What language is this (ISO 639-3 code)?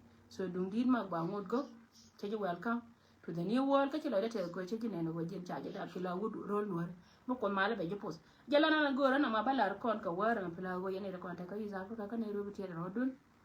nus